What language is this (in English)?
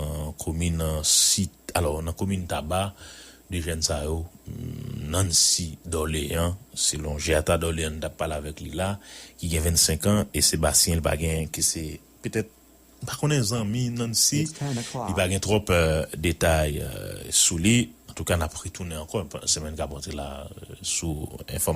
Haitian Creole